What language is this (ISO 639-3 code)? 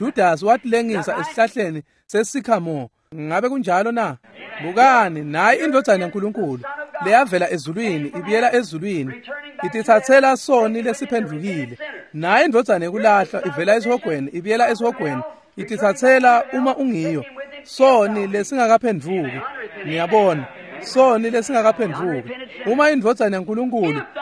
ssw